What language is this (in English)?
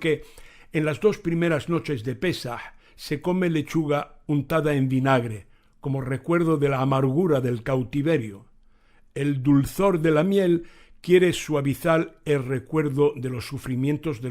Ladino